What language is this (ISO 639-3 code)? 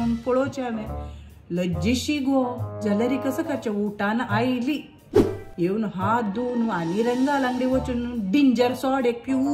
kok